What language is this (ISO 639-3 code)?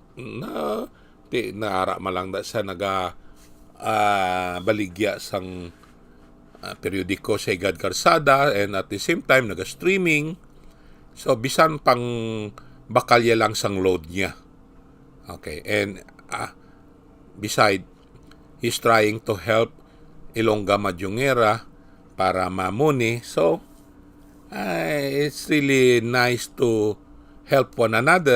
hil